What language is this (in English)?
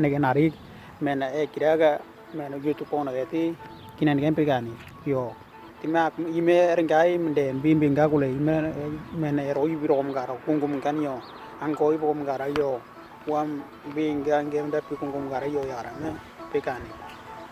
Western Dani